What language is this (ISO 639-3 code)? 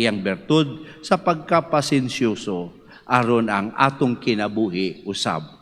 ceb